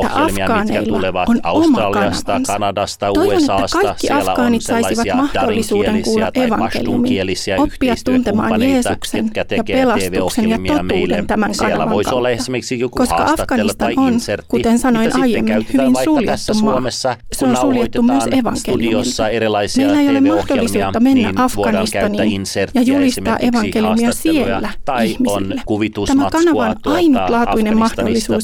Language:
Finnish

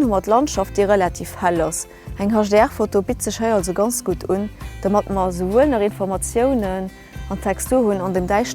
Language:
Luxembourgish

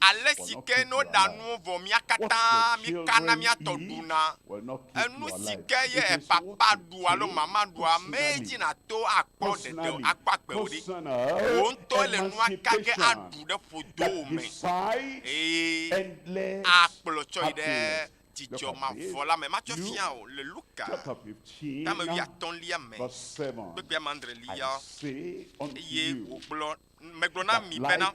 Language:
Ewe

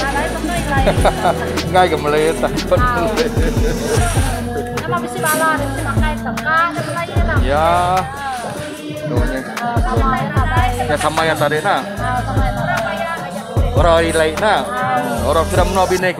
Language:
Iban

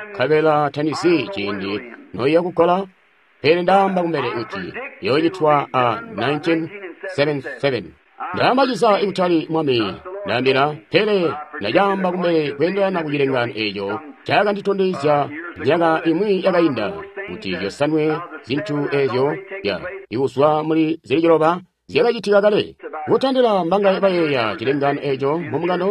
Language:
Tonga (Zambia)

